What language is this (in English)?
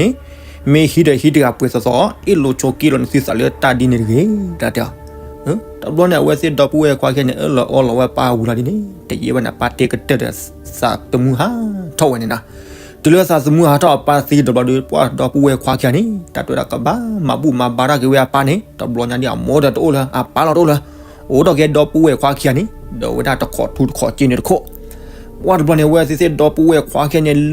S'gaw Karen